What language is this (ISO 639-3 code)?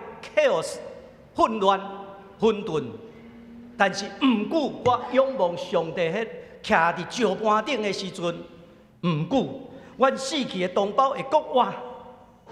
nan